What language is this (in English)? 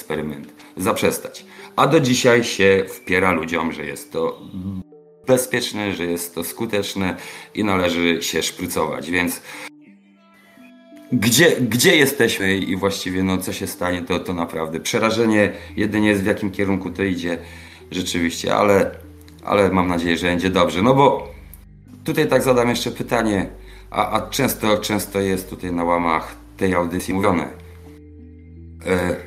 Polish